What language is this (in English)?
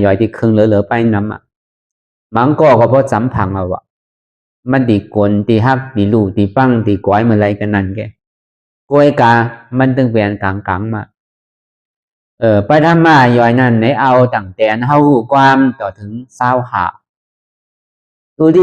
Shan